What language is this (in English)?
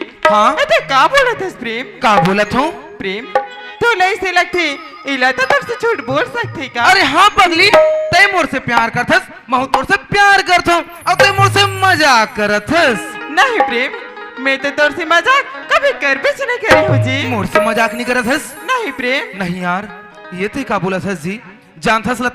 Chhattisgarhi